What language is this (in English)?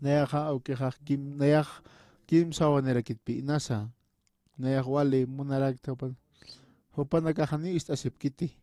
Aymara